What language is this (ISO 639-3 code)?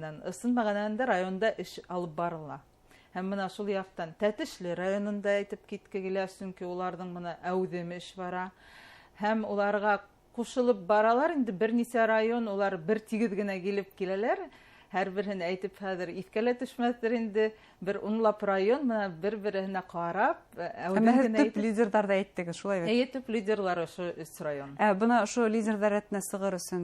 bak